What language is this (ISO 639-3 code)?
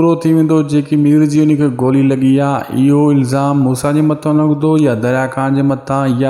snd